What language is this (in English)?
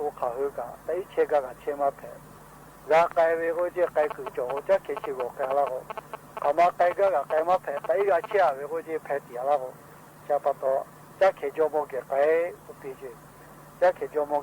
Lahu